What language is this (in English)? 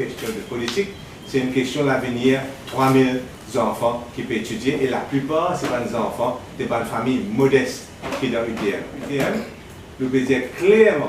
Morisyen